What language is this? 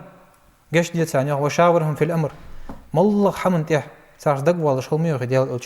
Ingush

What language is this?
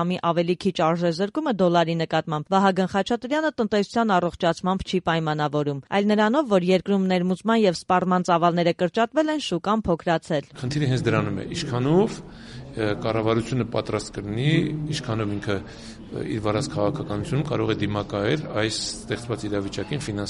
Armenian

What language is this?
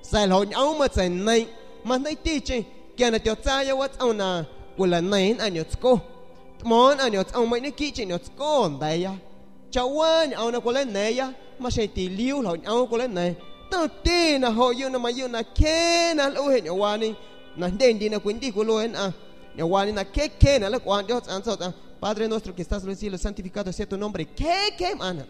San Pedro Amuzgos Amuzgo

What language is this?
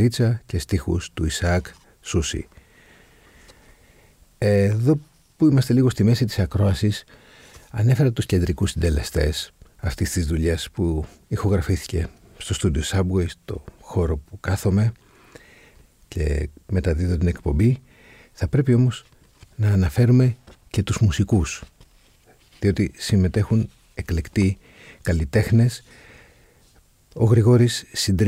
Greek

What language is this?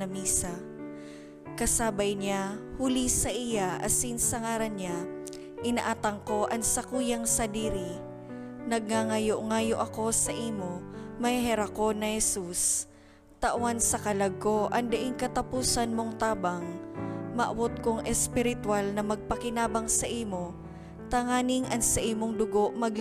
Bikol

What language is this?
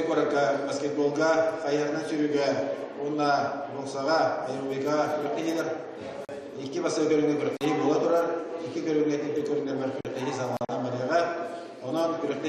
Yakut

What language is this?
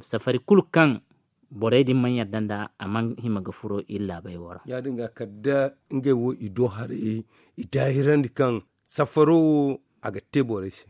Zarma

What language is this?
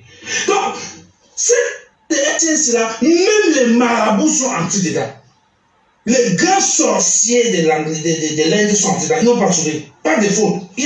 French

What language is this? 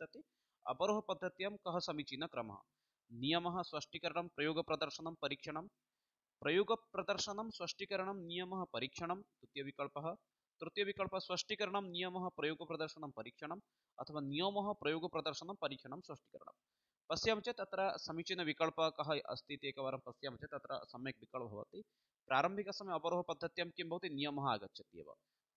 Sanskrit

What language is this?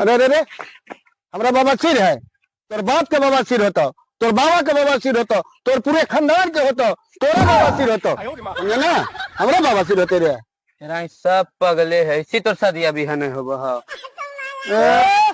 Magahi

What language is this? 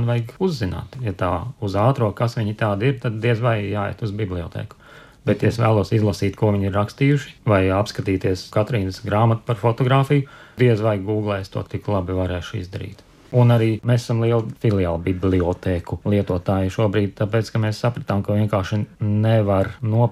Latvian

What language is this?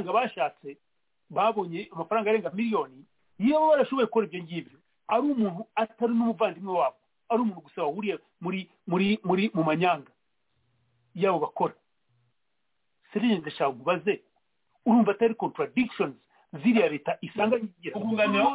Kinyarwanda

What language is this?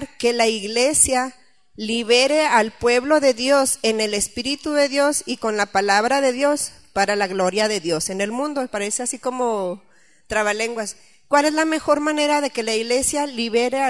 Spanish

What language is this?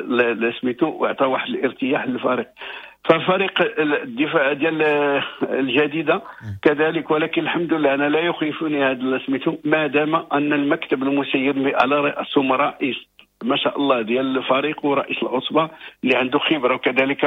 Moroccan Arabic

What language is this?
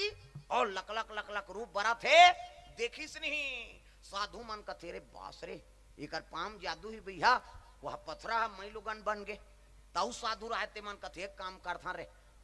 Chhattisgarhi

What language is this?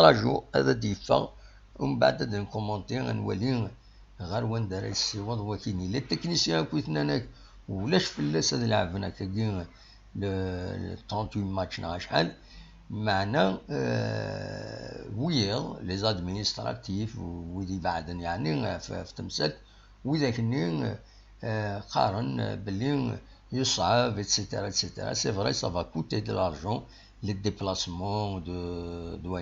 Kabyle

